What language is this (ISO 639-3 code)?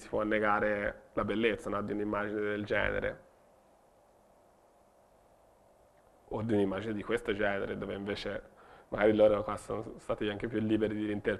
ita